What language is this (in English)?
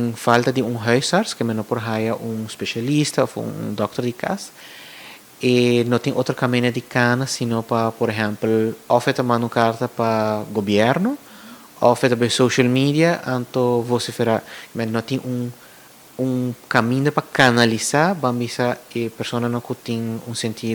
Papiamento